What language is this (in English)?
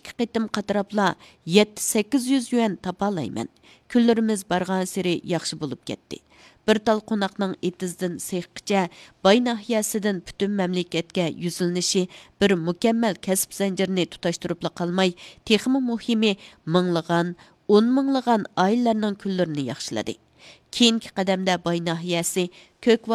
Uyghur